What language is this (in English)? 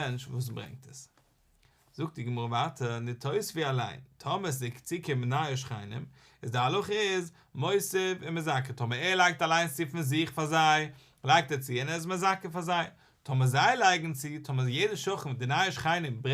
Yiddish